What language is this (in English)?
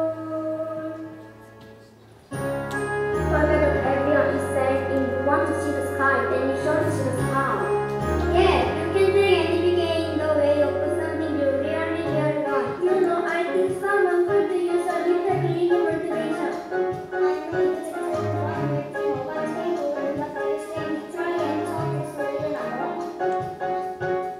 English